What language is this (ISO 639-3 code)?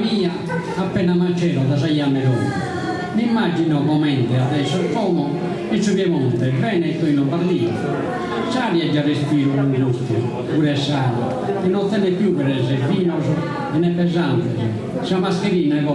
srd